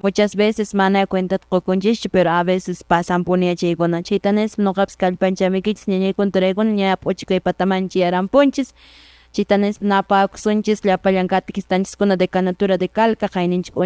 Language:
Quechua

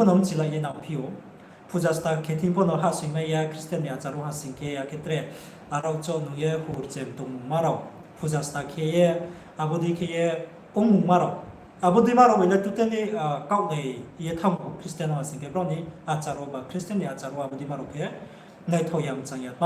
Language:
Riang (India)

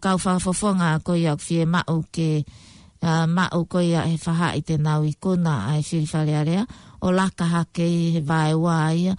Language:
Tongan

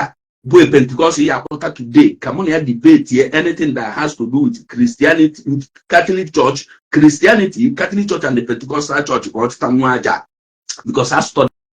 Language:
Igbo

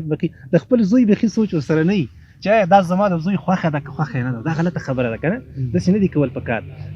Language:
Pashto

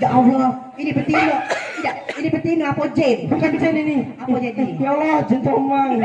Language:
Musi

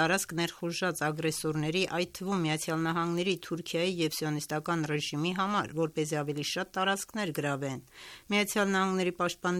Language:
Armenian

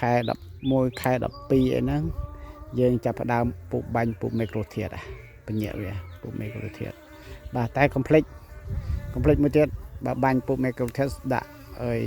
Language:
Khmer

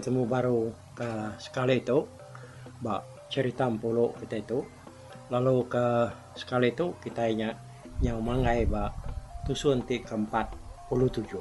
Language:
Iban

